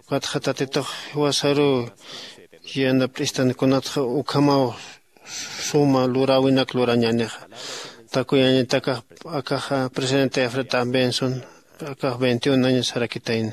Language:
Aymara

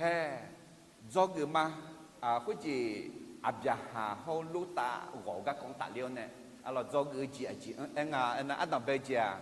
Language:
Akha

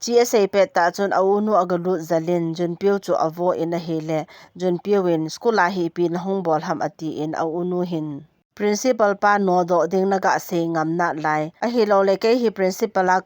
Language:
Thado Chin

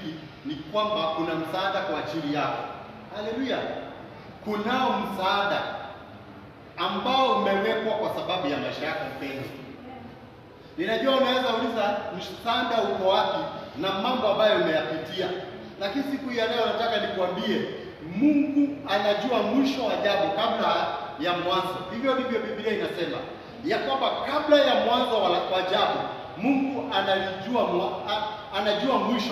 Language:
Swahili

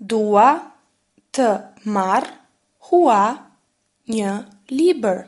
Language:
Albanian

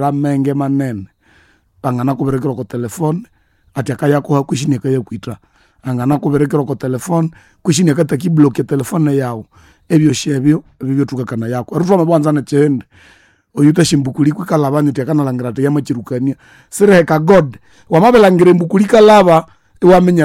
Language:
Nande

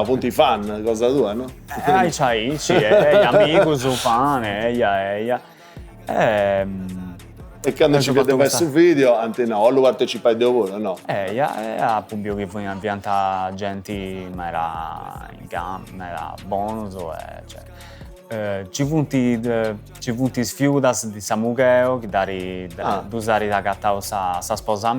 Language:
Sardinian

